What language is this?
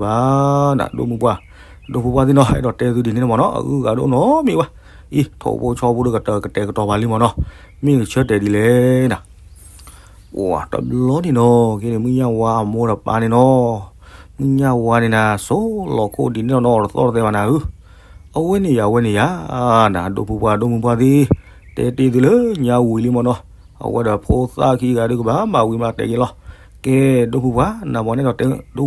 S'gaw Karen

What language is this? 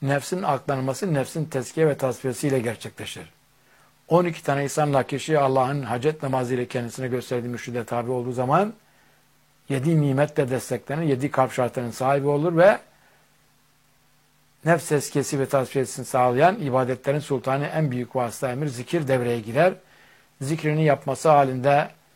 Turkish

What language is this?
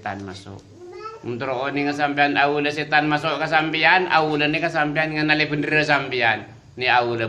Madurese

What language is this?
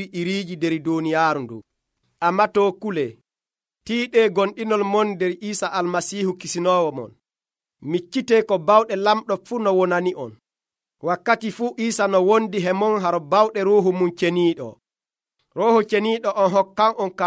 Nigerian Fulfulde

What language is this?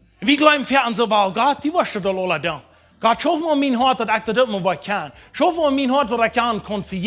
Plautdietsch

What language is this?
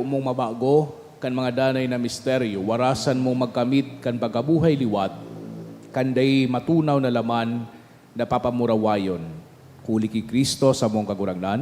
Bikol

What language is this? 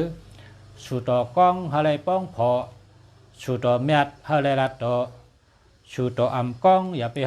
Shan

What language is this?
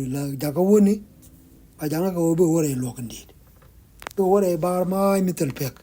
Nuer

